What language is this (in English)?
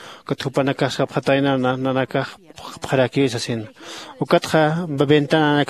Aymara